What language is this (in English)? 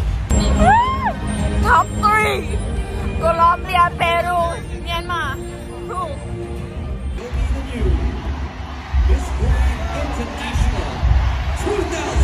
Thai